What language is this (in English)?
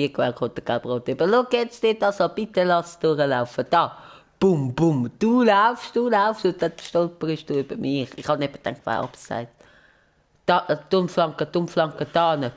Swiss German